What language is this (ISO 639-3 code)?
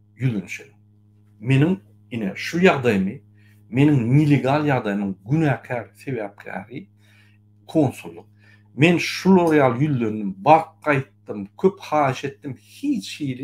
tuk